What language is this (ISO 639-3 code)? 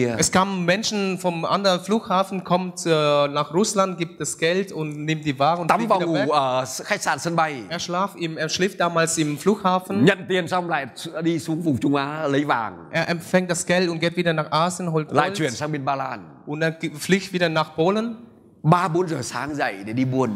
vie